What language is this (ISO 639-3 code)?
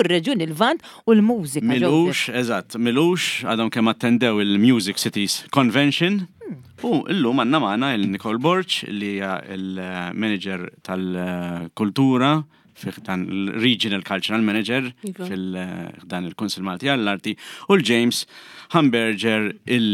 mlt